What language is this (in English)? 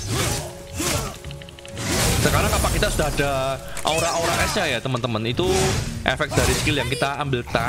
Indonesian